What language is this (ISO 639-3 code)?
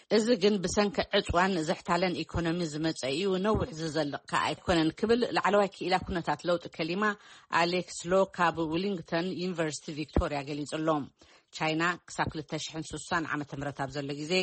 tir